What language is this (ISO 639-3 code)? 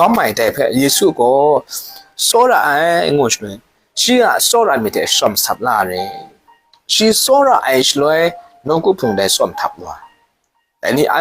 kac